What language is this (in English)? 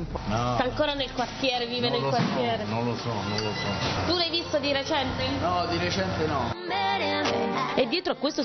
Italian